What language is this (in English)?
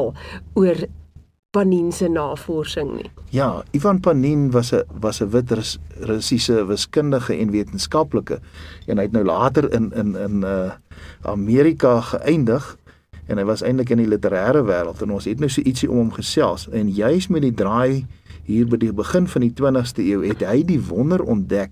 Afrikaans